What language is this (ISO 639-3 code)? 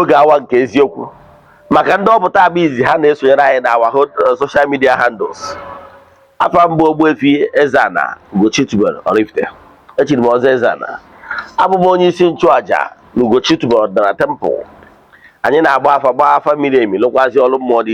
ibo